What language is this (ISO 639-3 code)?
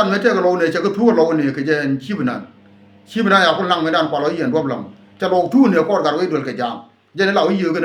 nus